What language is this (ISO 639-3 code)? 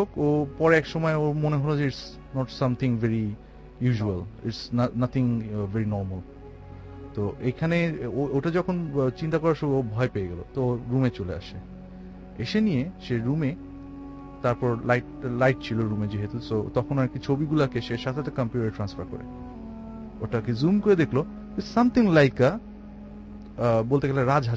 ben